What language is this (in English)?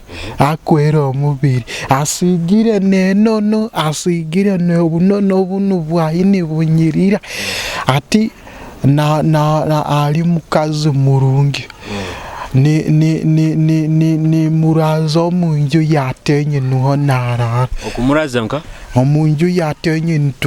Nyoro